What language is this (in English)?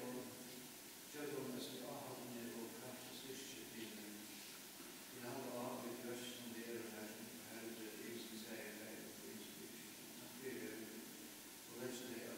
Faroese